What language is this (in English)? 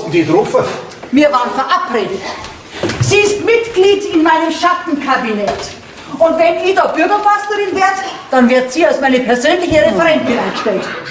Bavarian